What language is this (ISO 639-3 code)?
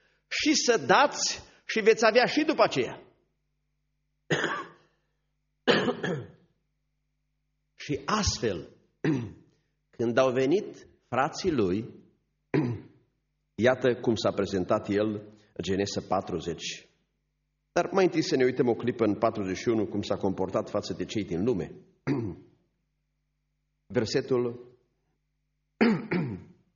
ron